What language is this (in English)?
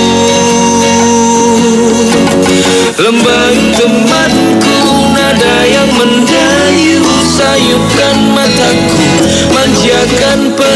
Indonesian